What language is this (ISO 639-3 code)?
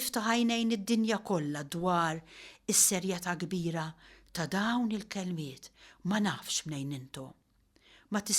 mlt